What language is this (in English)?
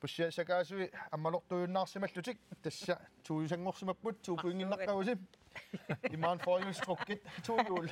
Kalaallisut